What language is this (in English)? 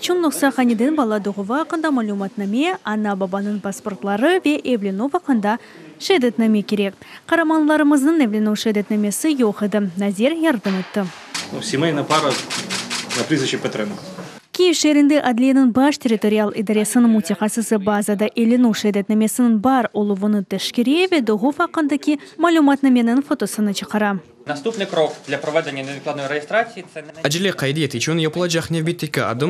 Crimean Tatar